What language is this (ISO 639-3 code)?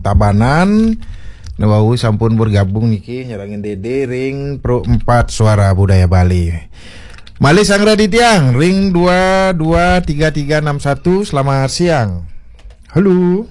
ban